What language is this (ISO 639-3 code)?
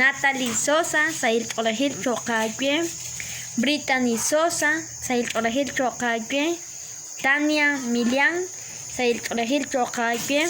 kek